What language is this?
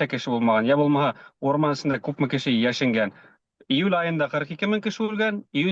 Bashkir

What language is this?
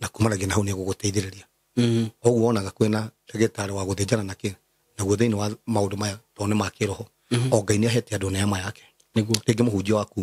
Kikuyu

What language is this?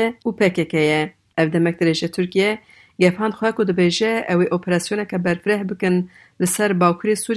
Kurdish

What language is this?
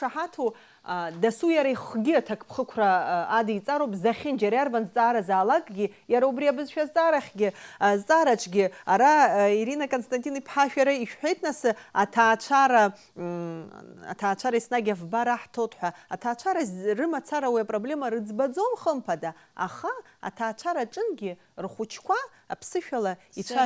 Abkhazian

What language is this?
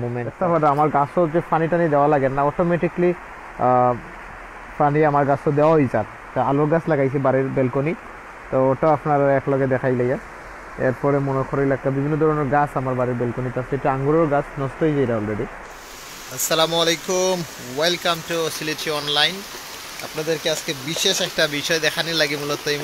Sylheti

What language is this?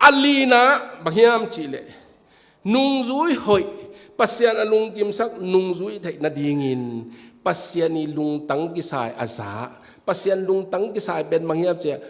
Tedim Chin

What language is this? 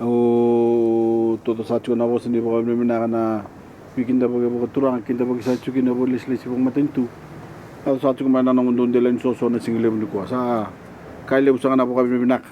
Fijian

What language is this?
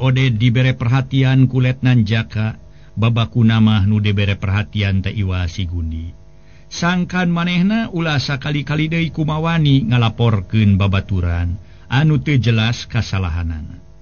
Sundanese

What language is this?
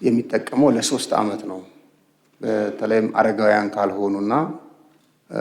Amharic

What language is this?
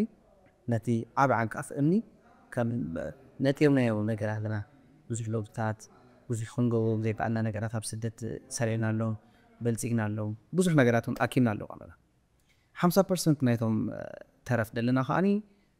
Tigrinya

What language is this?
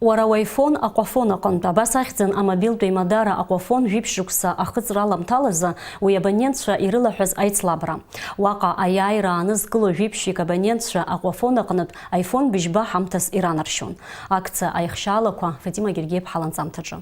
Abkhazian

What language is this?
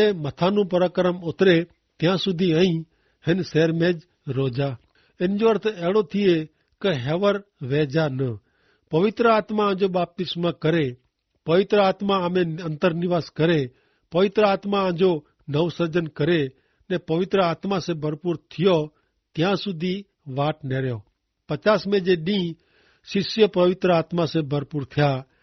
Kachhi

